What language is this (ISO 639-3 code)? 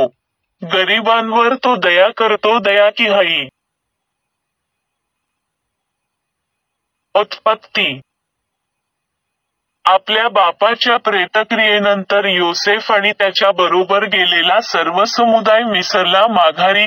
mar